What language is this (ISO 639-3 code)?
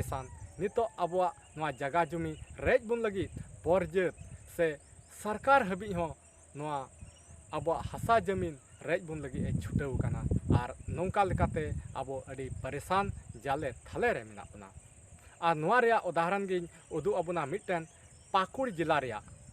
sat